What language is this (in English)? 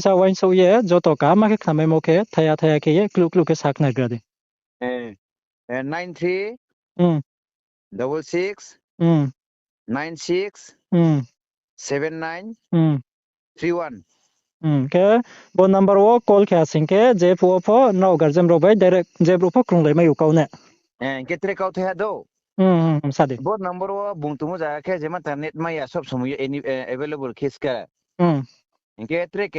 Riang (India)